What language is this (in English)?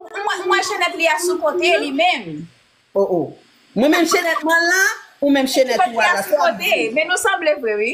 Haitian Creole